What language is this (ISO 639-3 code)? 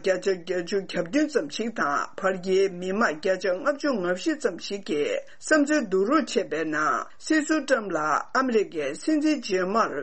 bod